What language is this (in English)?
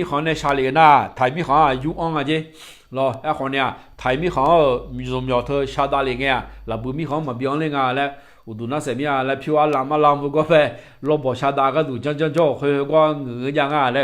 Akha